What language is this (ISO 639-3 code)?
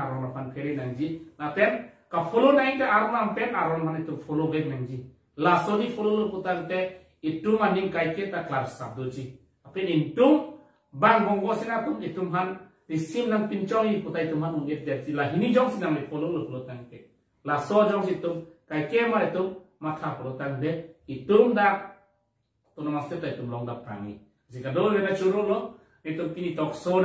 mjw